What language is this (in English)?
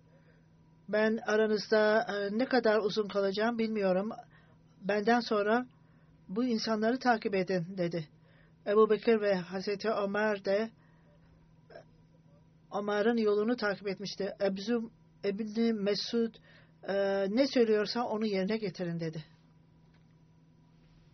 Turkish